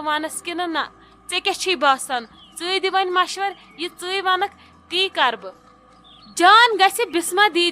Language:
Kashmiri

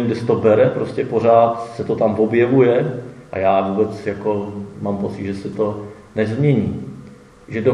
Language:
Czech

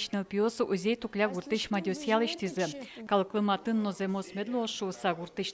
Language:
Udmurt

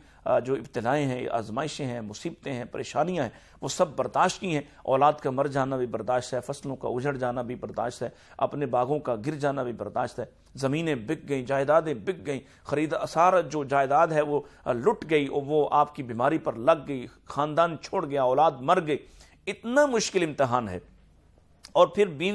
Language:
Urdu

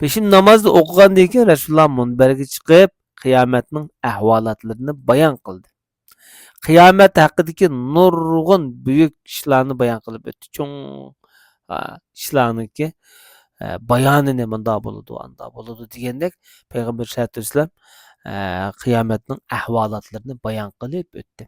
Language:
Uyghur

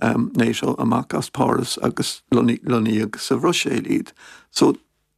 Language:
Irish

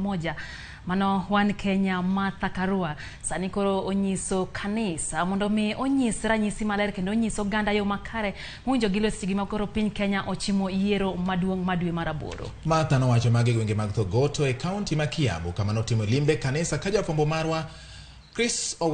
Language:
Luo (Kenya and Tanzania)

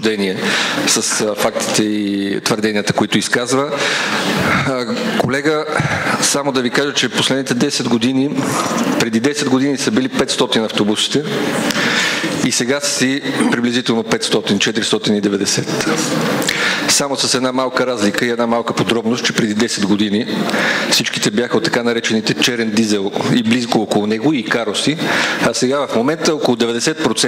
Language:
Bulgarian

